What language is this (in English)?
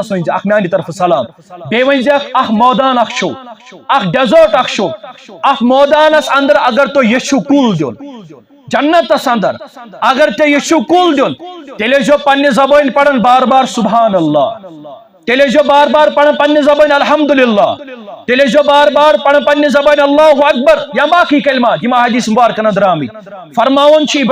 Kashmiri